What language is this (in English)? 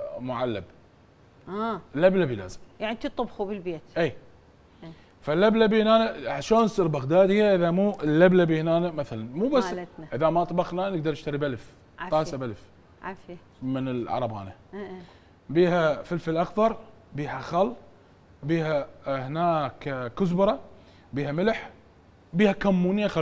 Mesopotamian Arabic